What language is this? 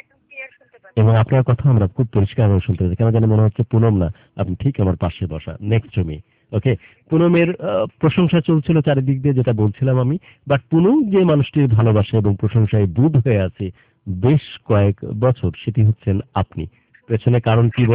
Bangla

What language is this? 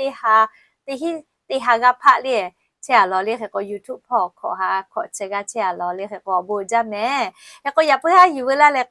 Lahu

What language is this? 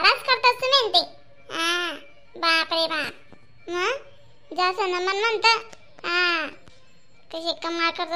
Khandesi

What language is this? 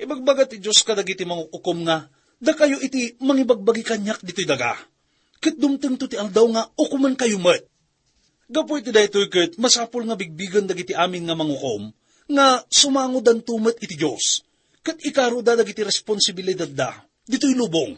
Iloko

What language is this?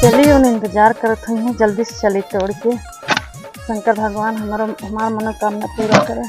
Awadhi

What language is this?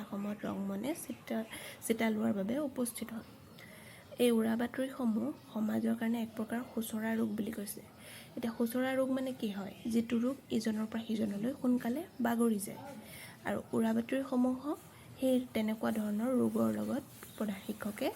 Assamese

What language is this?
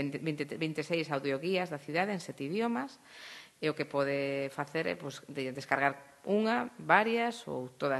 Galician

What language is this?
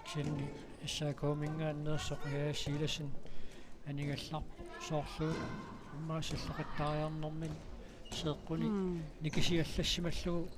Kalaallisut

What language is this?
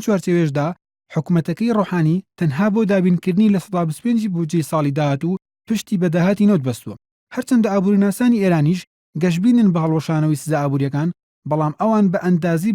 Central Kurdish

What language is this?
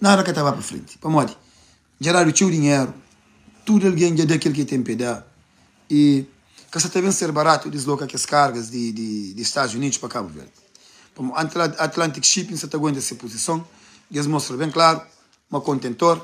Kabuverdianu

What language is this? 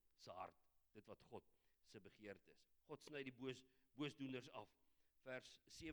Afrikaans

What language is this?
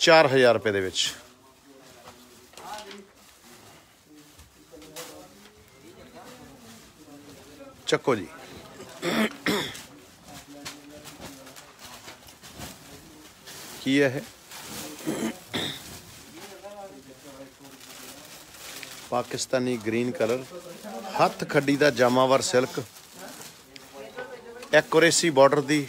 Punjabi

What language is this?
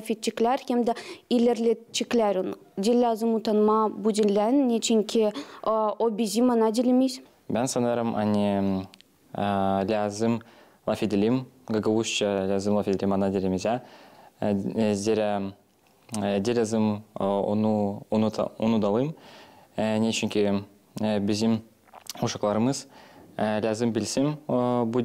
Gagauz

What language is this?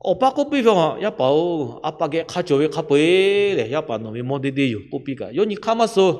Lahu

